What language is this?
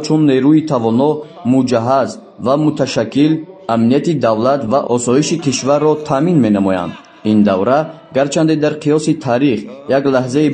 Tajik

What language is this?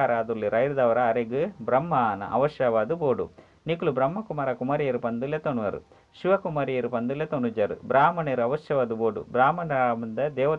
Tulu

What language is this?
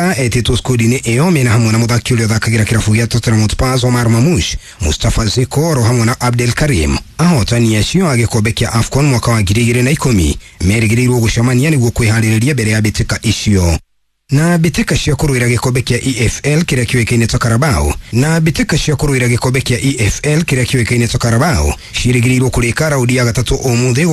Kikuyu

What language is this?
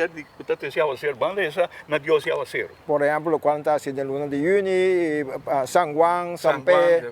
Papiamento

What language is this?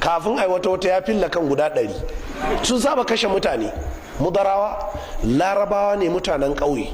Hausa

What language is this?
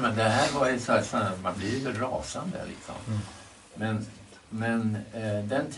Swedish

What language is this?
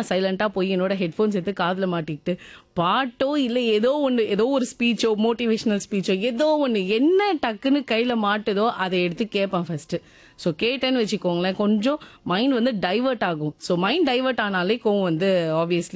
Tamil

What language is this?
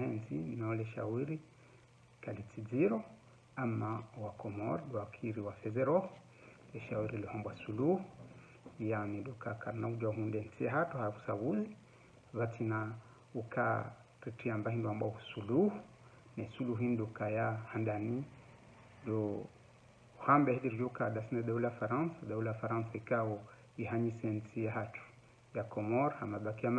Ngazidja Comorian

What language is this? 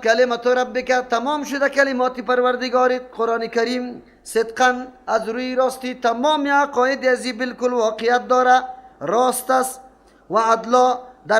Persian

